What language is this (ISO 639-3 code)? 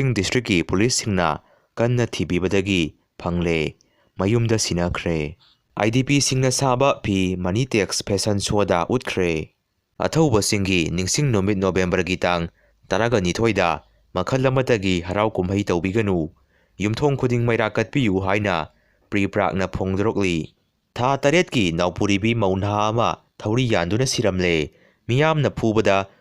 mni